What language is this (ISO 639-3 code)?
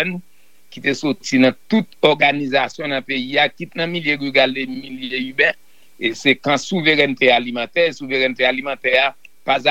hat